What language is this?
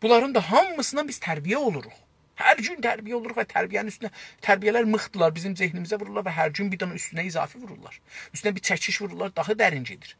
South Azerbaijani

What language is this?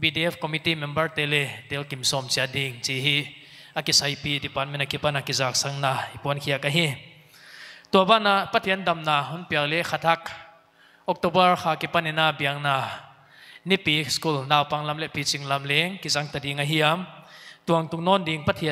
Paite Chin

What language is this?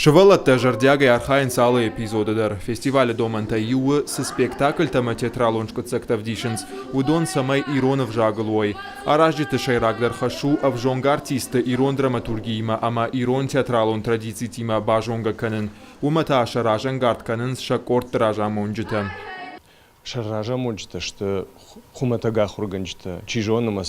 Ossetic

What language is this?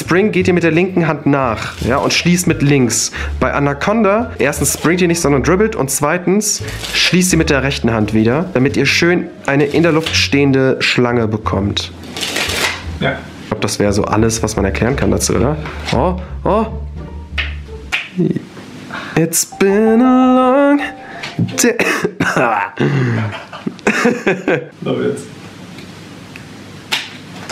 German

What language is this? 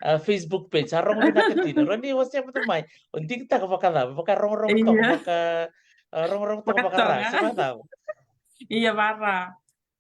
Fijian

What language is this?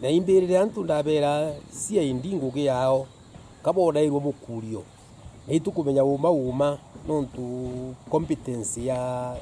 Meru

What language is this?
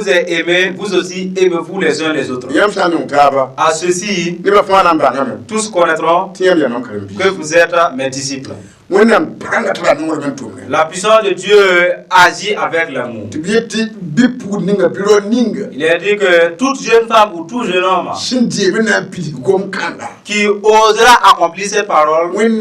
Mossi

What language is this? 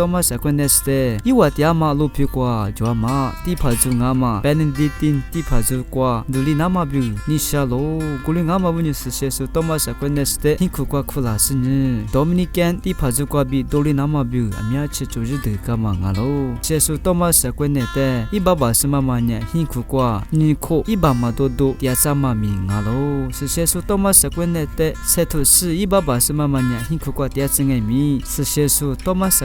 Lisu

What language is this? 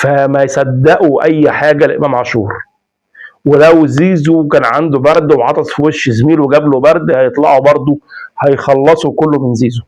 Egyptian Arabic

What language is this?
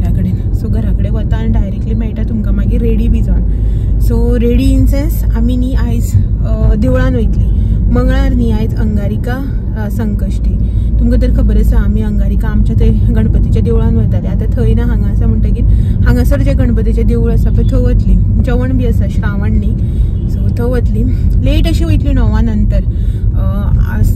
Konkani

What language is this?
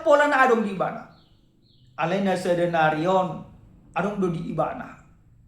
Batak Toba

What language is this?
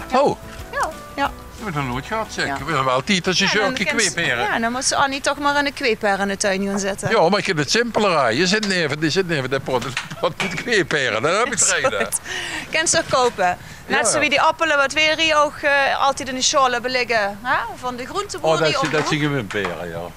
Limburgish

